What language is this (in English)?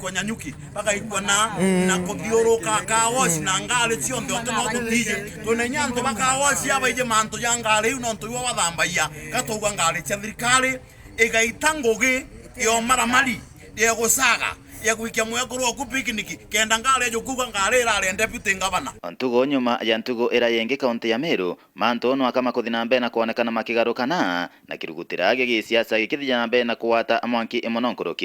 Meru